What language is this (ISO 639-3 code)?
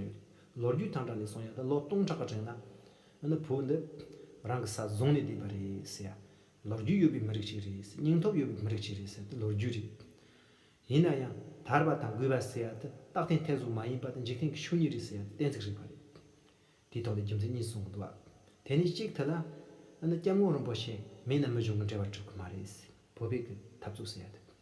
bod